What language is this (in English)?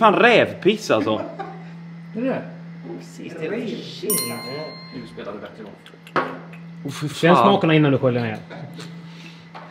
Swedish